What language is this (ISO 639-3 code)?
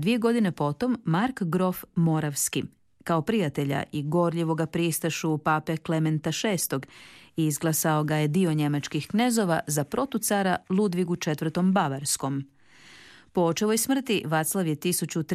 hrv